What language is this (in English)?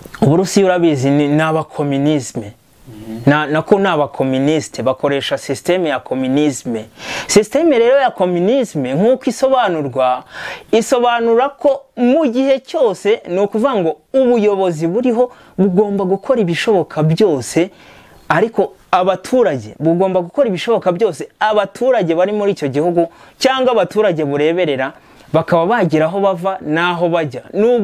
Kinyarwanda